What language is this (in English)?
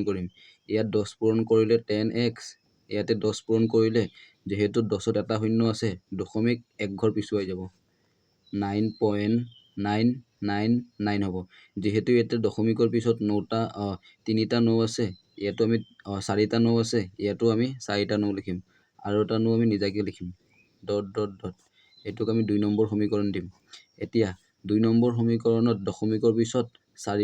Assamese